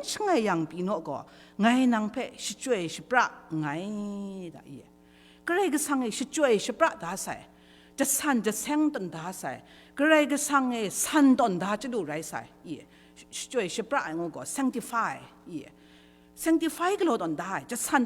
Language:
Kachin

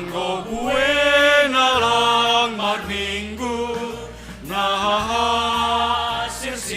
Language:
Batak Simalungun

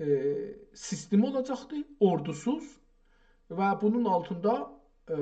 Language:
South Azerbaijani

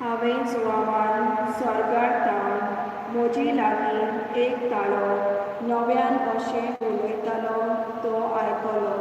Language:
Konkani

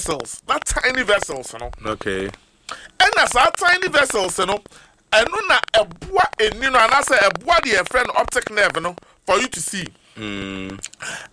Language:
Akan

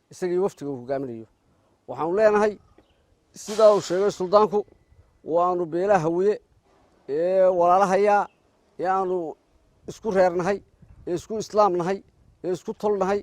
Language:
Somali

